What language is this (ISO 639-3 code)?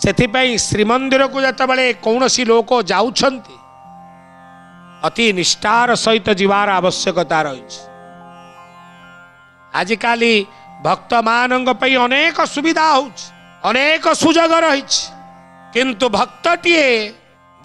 ori